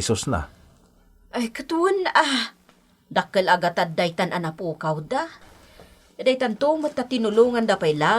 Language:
Iloko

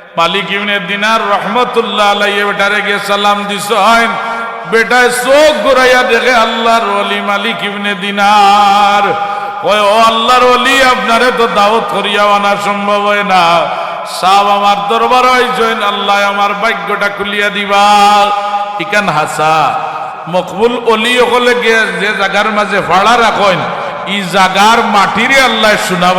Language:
Sylheti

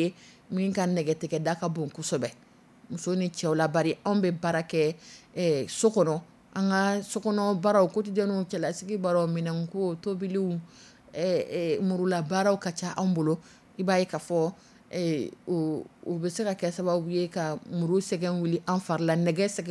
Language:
Dyula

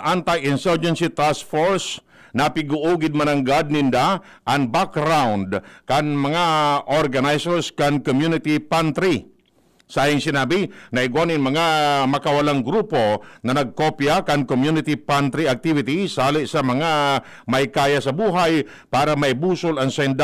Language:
Bikol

